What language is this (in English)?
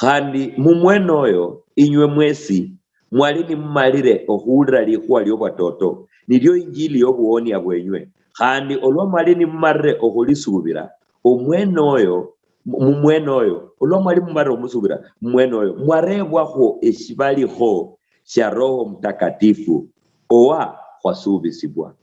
Luyia